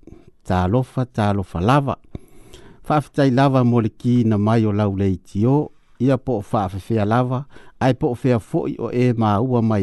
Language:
Samoan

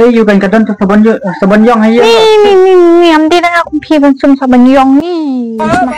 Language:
Khasi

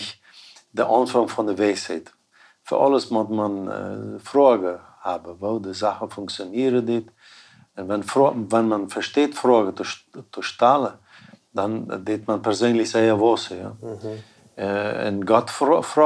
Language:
Plautdietsch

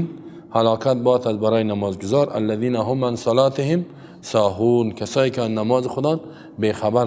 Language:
Persian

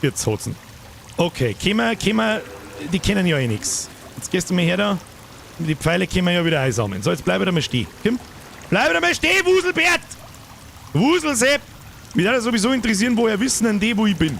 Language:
Bavarian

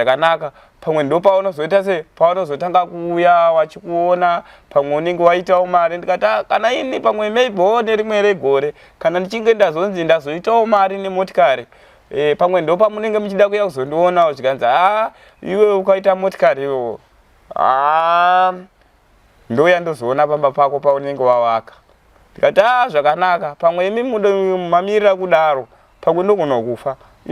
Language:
Shona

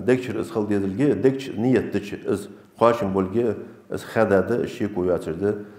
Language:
Ingush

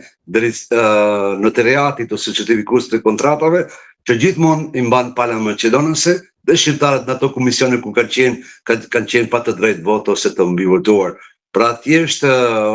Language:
Albanian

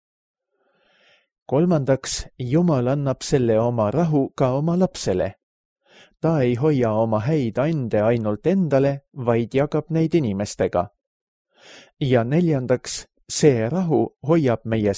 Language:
Estonian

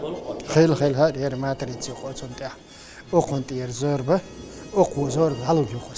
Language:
Chechen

